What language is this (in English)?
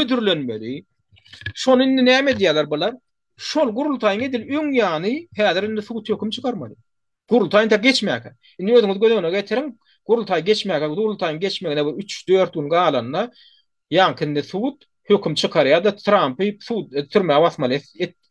Turkmen